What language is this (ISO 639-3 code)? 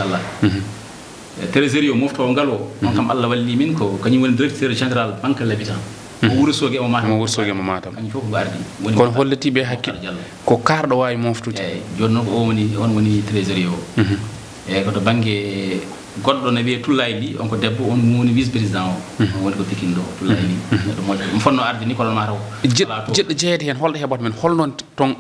ful